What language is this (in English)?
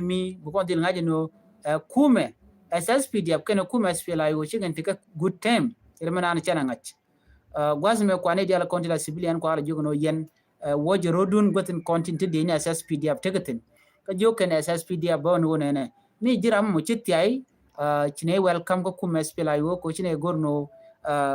Nuer